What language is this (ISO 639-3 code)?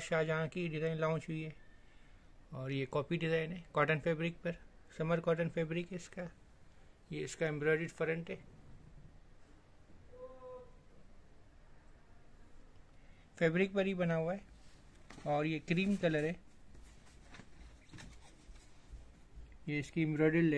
hin